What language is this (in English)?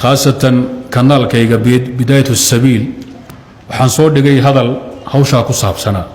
Somali